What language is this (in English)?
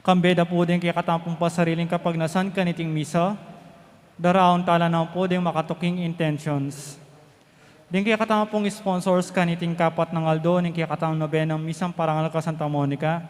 Pampanga